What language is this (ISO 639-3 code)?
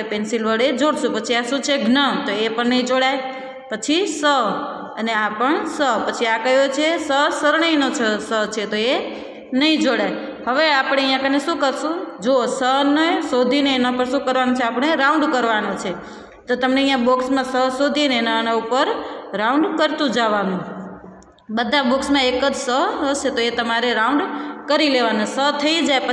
guj